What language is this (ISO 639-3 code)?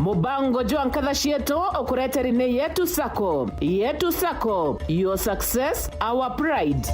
mer